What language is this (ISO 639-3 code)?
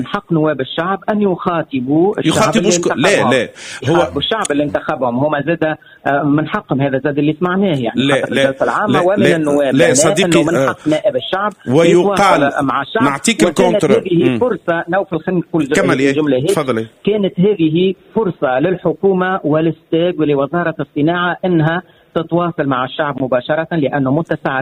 aeb